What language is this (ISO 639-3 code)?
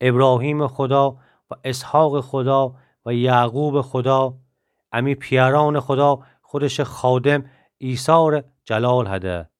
glk